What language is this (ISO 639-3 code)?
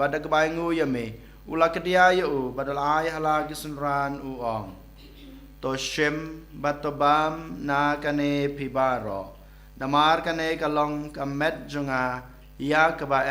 kha